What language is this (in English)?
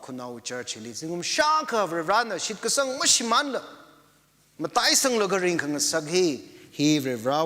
Tangkhul Naga (India)